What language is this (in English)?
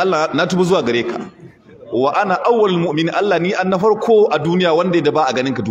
Hausa